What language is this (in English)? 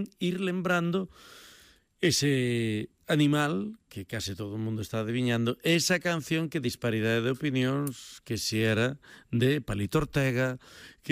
Galician